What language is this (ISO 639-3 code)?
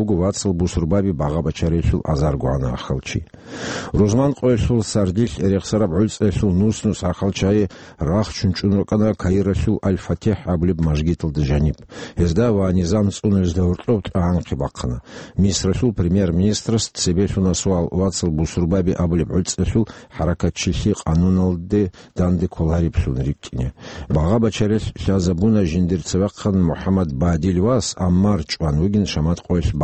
ava